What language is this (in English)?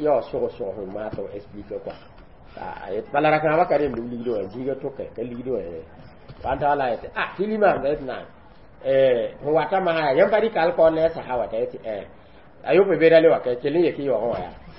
Mossi